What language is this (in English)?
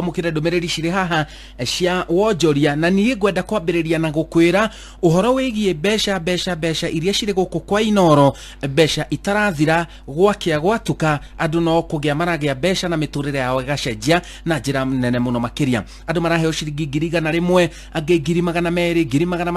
Kikuyu